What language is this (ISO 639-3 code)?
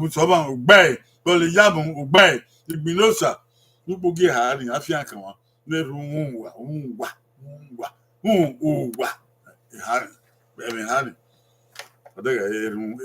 bin